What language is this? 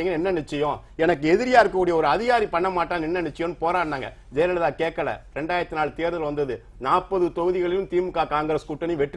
Tamil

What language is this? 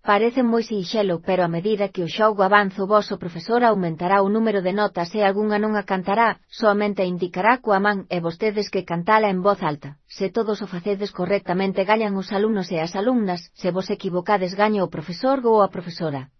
Galician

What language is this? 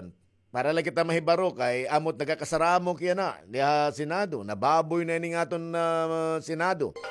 Waray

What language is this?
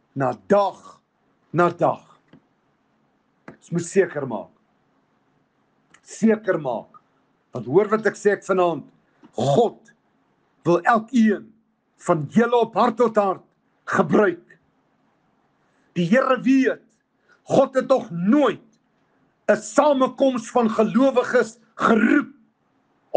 Afrikaans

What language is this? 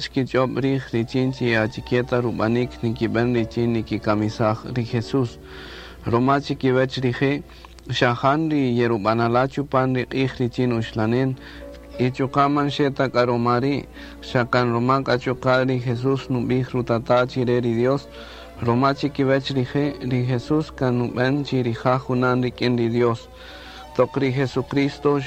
Kaqchikel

